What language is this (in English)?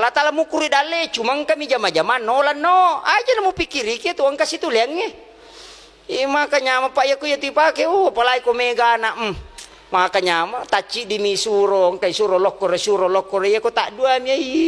Buginese